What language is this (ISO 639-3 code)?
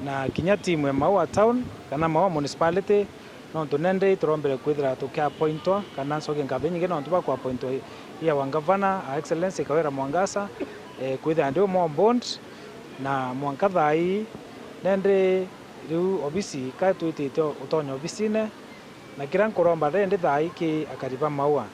mer